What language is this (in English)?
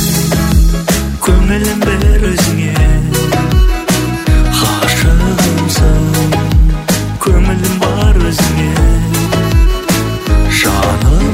Kazakh